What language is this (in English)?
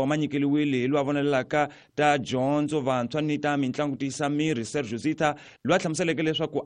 Tsonga